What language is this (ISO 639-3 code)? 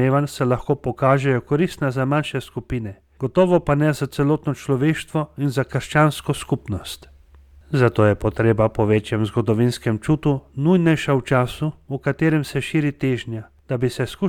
slv